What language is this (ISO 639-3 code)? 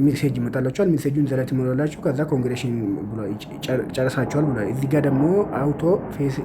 amh